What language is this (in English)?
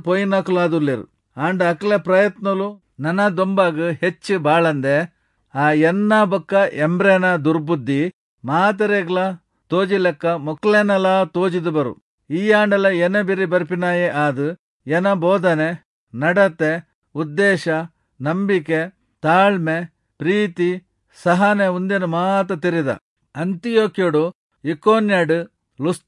Tulu